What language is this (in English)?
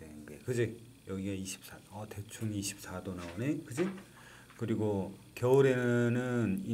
Korean